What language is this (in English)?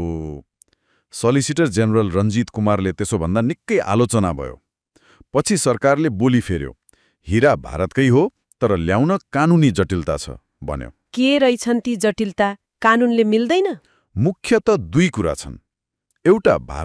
Nepali